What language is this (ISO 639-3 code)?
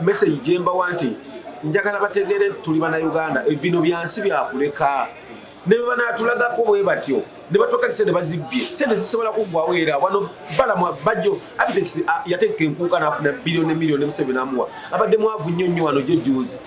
lug